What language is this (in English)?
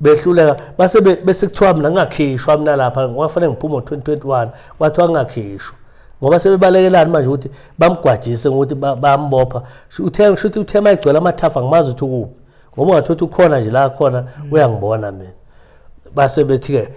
Zulu